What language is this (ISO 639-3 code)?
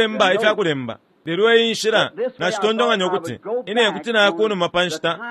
bem